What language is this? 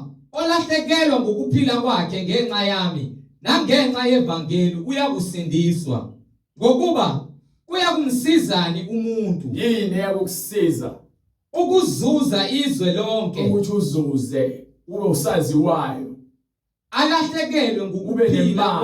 Zulu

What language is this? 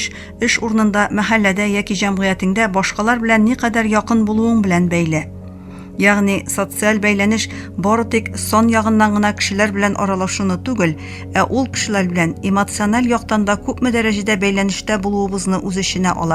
Tatar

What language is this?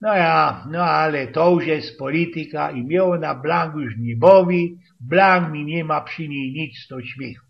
Silesian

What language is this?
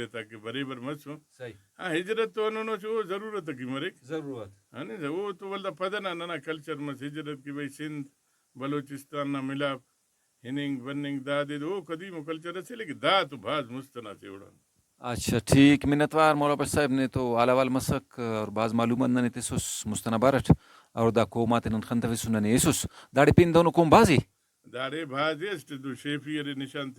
Brahui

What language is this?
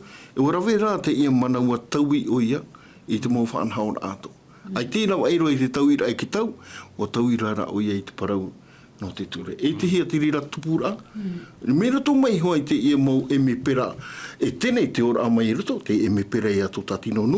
Tahitian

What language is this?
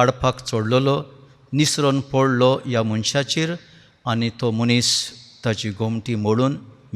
Konkani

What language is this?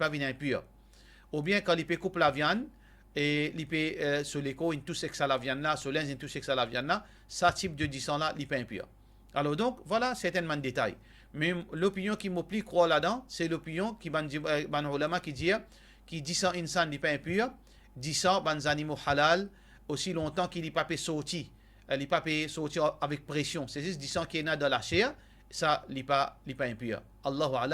Morisyen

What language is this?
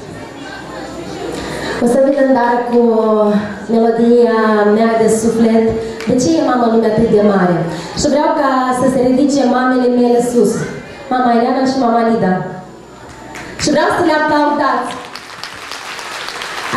Romanian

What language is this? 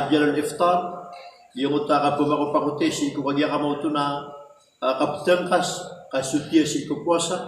Maranao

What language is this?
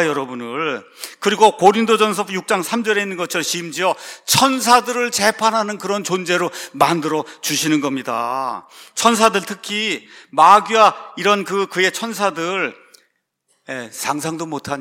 Korean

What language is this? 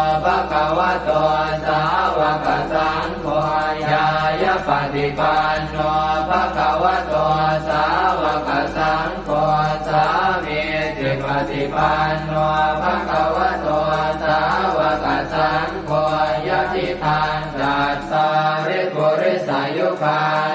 Pali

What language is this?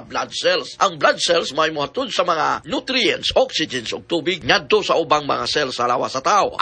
Cebuano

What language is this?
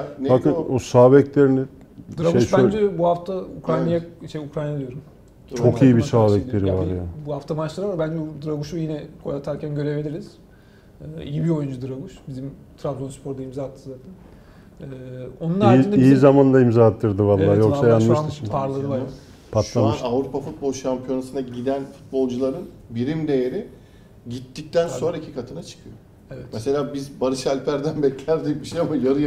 Turkish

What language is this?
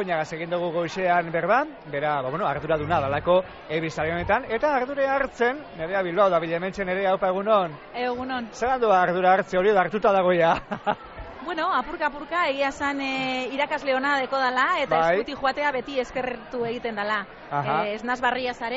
Basque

